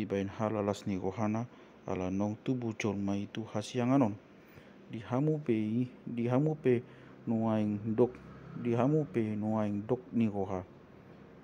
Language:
Batak Toba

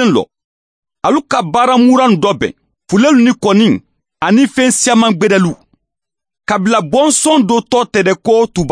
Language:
Bambara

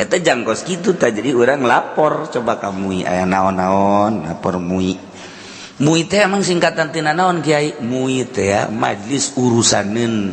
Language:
Sundanese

